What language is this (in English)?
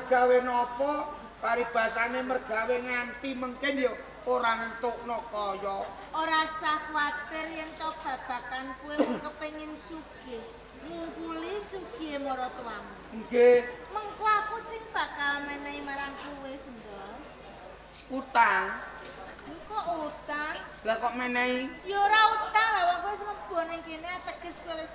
Javanese